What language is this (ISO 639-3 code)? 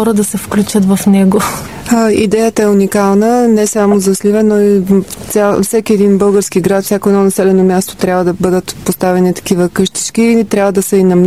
bul